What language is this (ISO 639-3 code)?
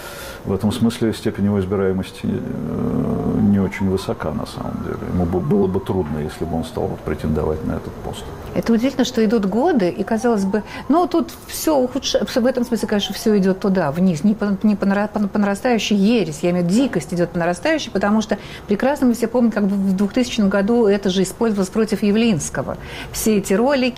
rus